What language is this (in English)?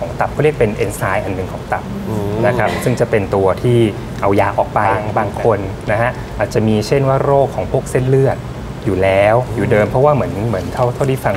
Thai